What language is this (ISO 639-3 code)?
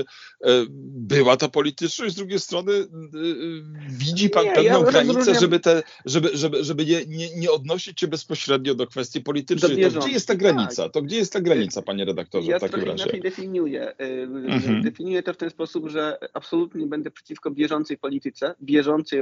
pol